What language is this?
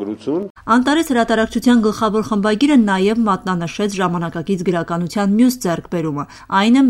Armenian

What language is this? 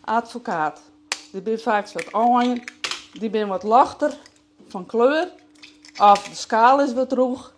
Western Frisian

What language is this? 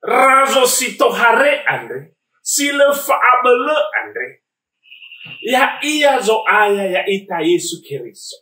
Nias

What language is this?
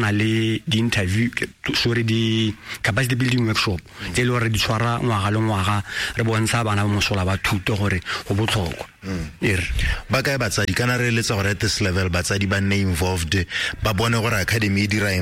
Tswana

